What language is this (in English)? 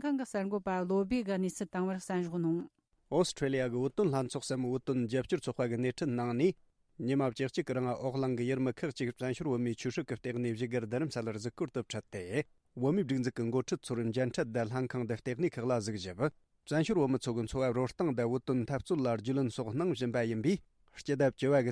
Tibetan